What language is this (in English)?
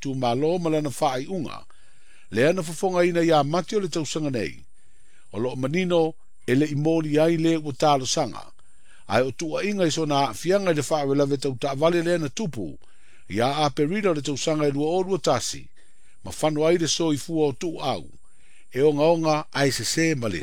Samoan